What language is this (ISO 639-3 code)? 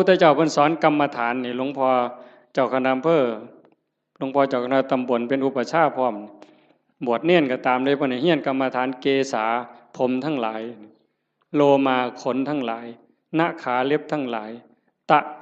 tts